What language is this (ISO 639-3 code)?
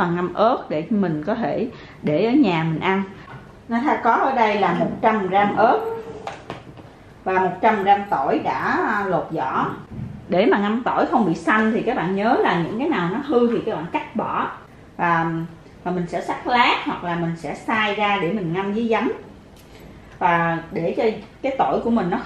vie